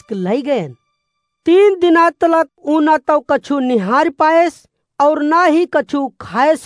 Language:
Awadhi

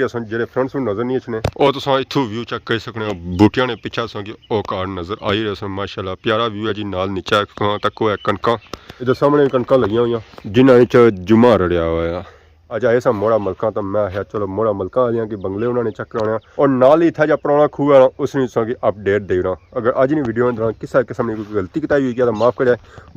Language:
Pahari-Potwari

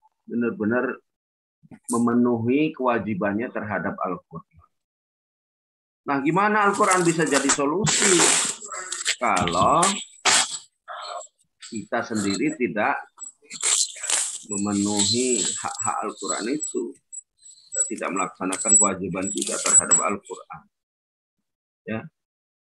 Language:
Indonesian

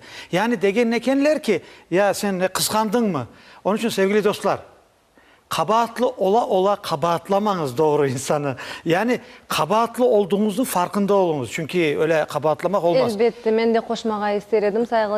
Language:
Crimean Tatar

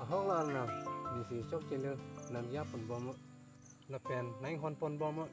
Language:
Karbi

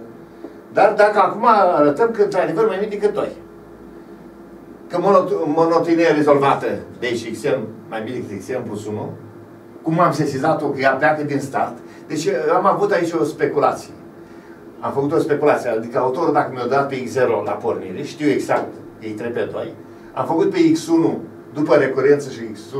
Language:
Romanian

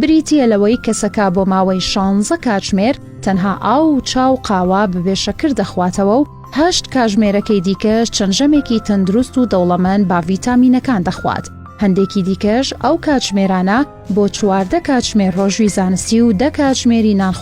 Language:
Central Kurdish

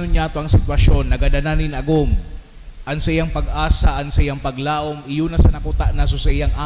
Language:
Bikol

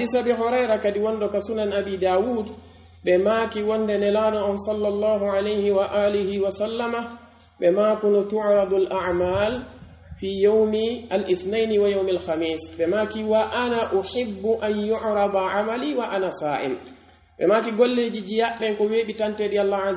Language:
Pular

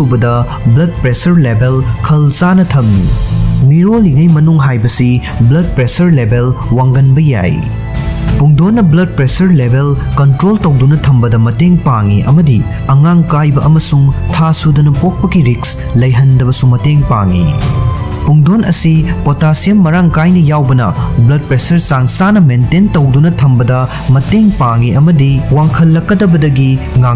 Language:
Manipuri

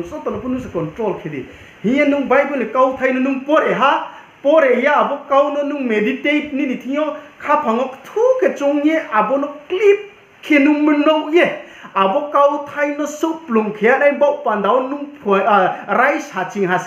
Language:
Riang (India)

